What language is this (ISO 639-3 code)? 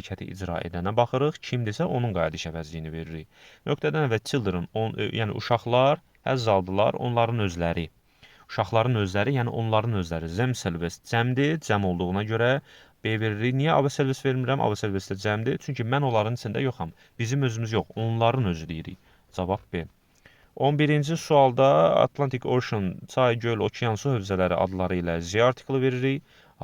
aze